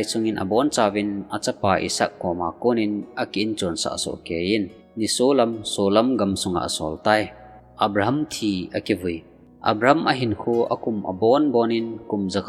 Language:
Thado Chin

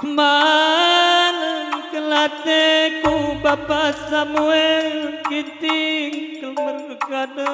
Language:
Batak Karo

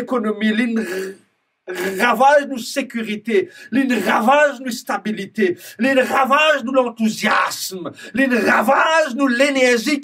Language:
Morisyen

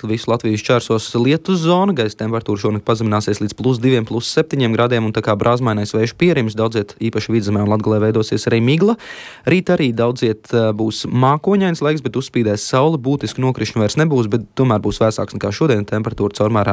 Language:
Latvian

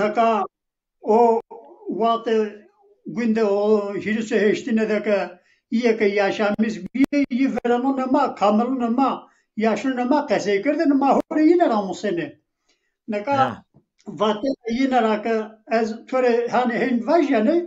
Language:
Zaza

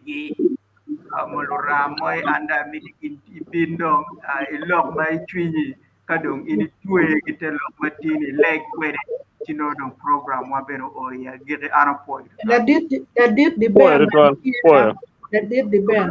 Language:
Acoli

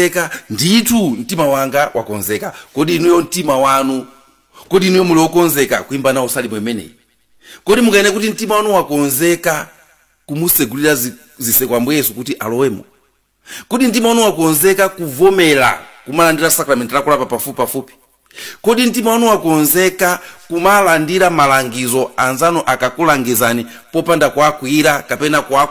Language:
Nyanja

